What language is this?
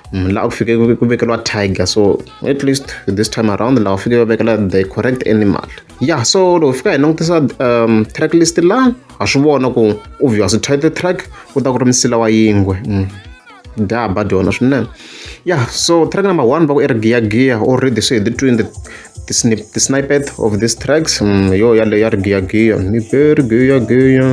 Tsonga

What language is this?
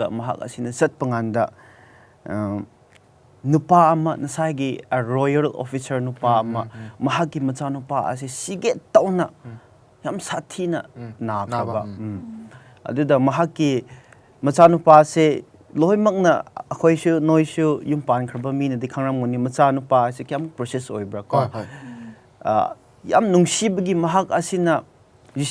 Manipuri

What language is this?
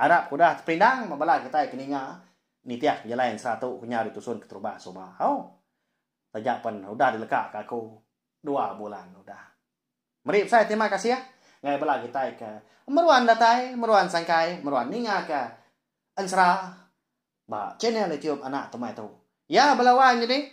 Iban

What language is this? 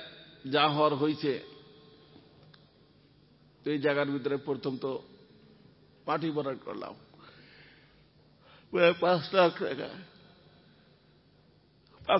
Bangla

